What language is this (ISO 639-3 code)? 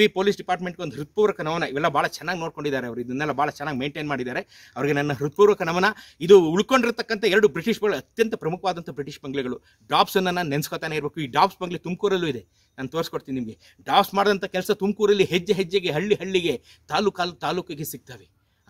kan